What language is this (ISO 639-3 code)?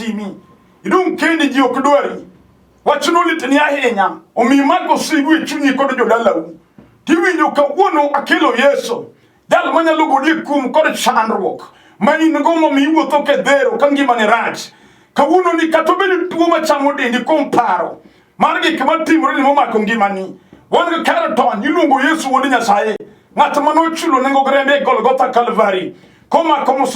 luo